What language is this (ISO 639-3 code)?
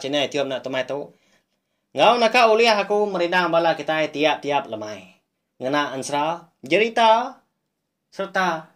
iba